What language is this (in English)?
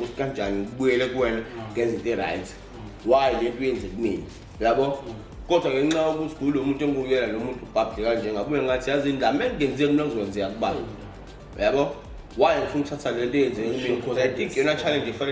Zulu